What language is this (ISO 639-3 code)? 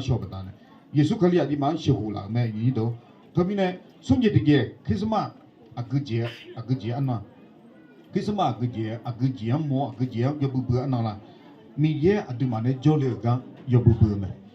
ahk